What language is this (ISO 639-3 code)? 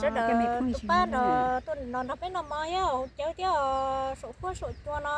hmn